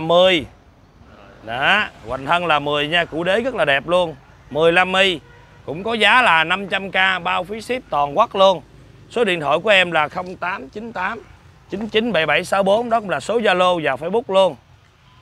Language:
Vietnamese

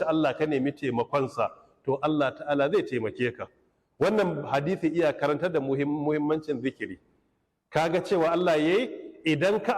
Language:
Hausa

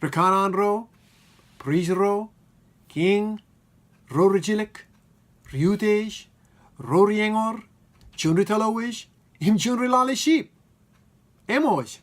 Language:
Marshallese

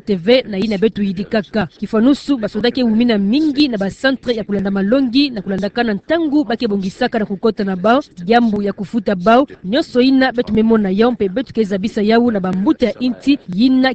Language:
Kituba (Democratic Republic of Congo)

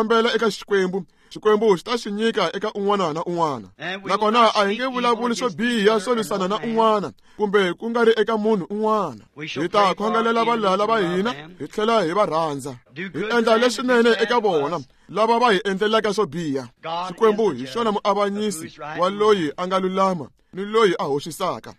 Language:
Tsonga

